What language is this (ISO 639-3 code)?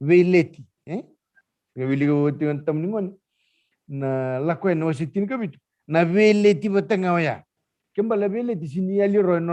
fij